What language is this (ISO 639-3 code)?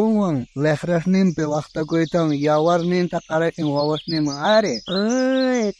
quh